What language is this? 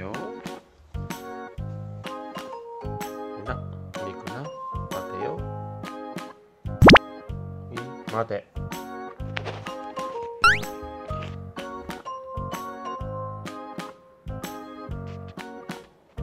Japanese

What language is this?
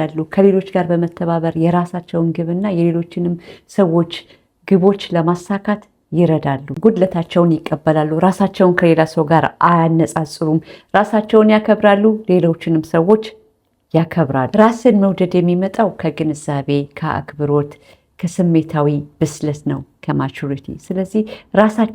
Amharic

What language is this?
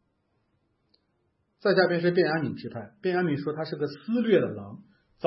Chinese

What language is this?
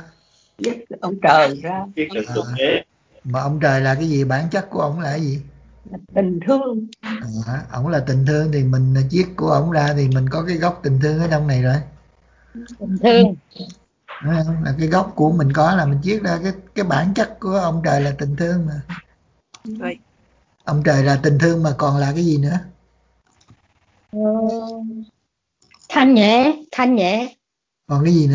Vietnamese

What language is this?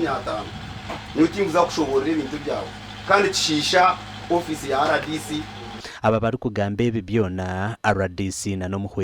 Nyankole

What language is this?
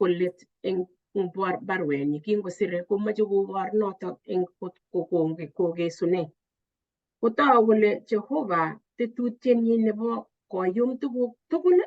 Kalenjin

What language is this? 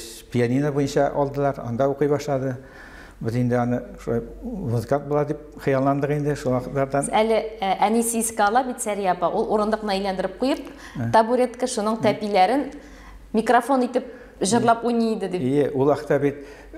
Tatar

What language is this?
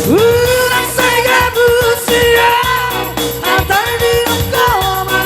Batak Toba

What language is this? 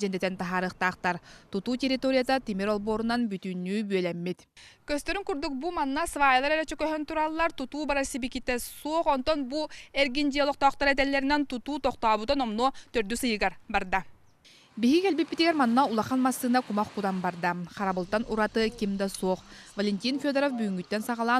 Yakut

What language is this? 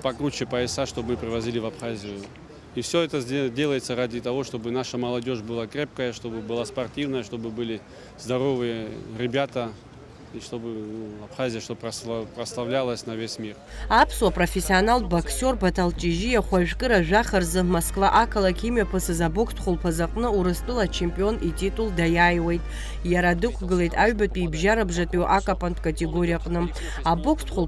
Abkhazian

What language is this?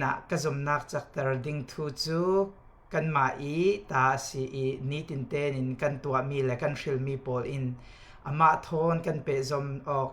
Falam Chin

